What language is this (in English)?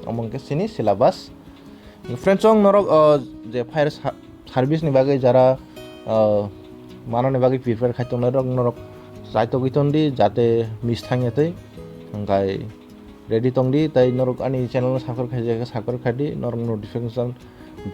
Kok Borok